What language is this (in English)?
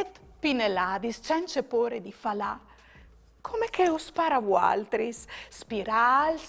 Friulian